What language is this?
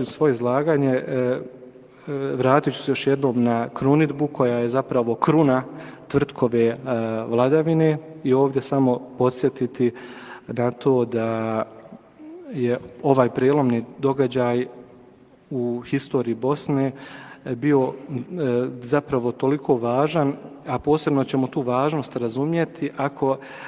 Bosnian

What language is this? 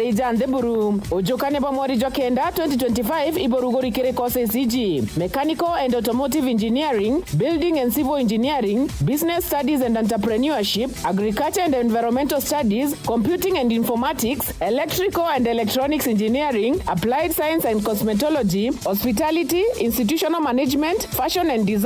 Meru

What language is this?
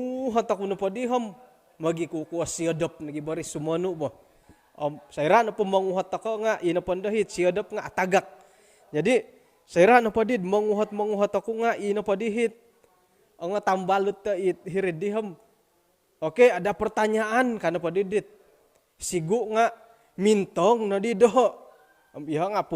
Central Dusun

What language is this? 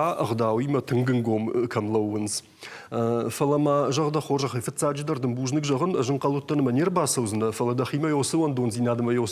Ossetic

